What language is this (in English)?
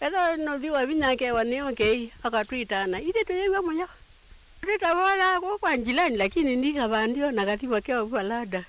Kamba